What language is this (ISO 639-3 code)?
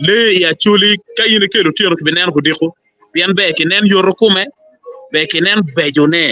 ach